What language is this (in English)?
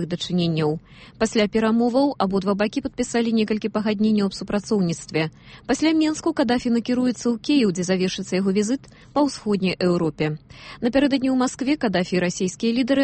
Belarusian